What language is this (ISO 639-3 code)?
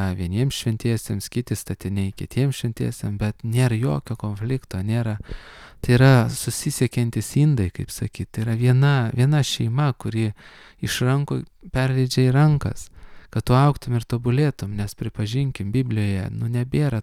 lit